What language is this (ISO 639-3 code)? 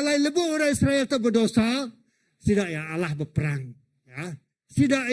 iba